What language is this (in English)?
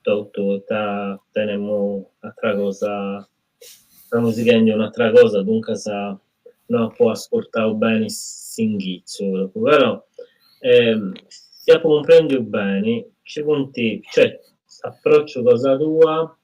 Sardinian